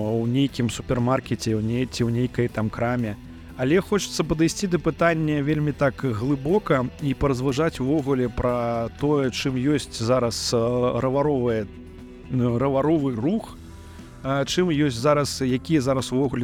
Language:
Belarusian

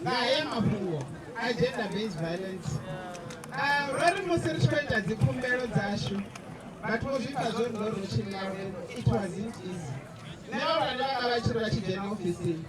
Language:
Venda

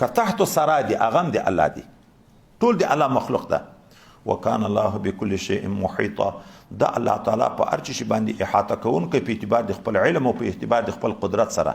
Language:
Pashto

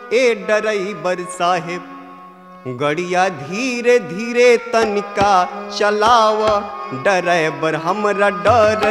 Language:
Bhojpuri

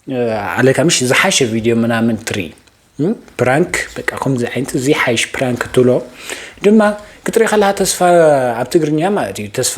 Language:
Tigrinya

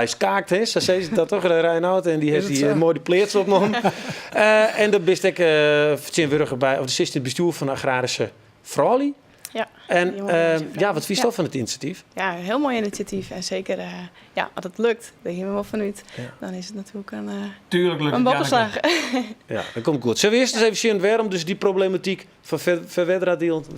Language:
Western Frisian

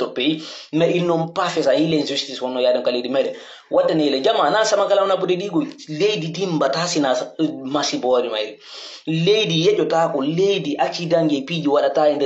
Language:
Pular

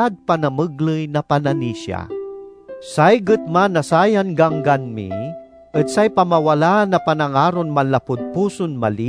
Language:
Pangasinan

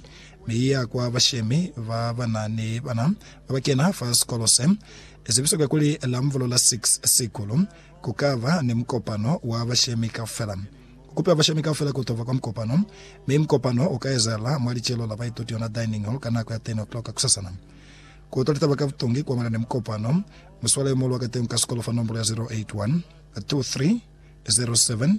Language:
Lozi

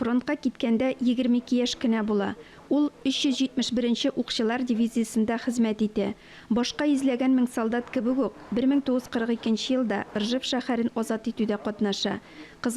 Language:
Tatar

